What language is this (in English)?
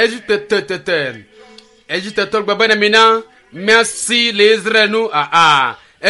Ewe